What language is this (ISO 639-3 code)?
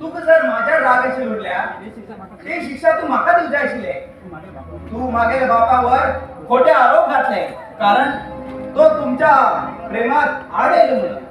kok